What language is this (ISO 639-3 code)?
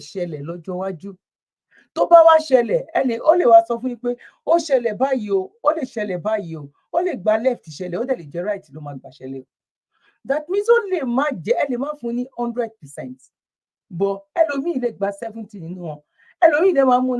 yor